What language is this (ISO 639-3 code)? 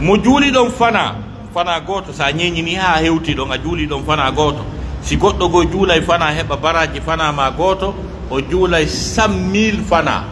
fuf